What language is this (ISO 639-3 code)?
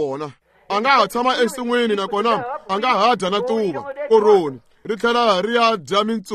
tso